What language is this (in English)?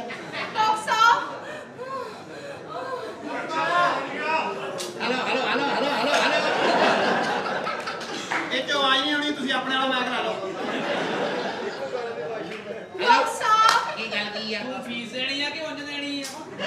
Punjabi